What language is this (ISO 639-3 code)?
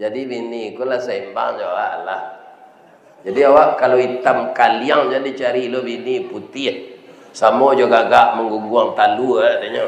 min